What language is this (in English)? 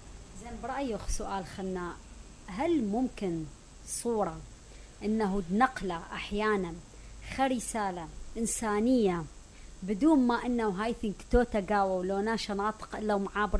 Mesopotamian Arabic